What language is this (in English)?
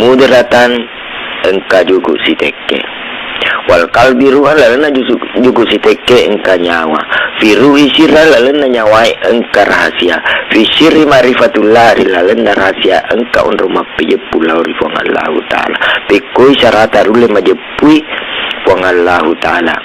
Buginese